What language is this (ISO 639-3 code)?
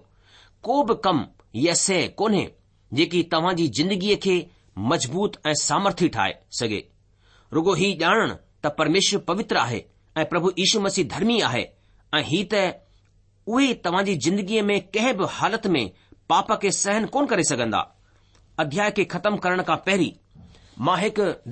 snd